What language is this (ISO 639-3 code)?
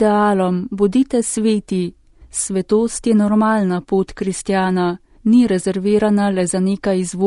slv